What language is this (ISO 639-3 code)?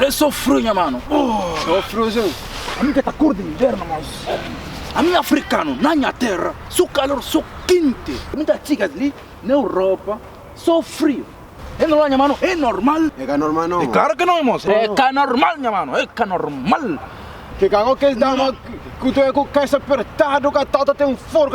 kea